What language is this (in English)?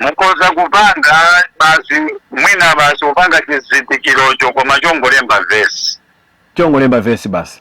Nyanja